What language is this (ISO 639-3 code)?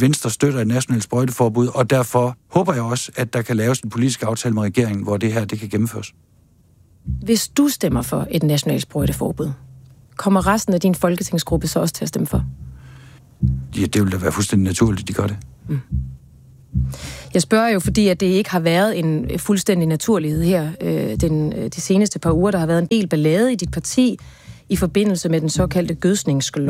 dan